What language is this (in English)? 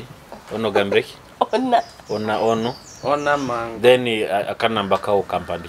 Nyoro